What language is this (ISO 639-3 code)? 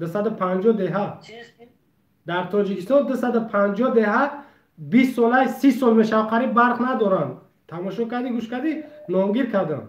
tgk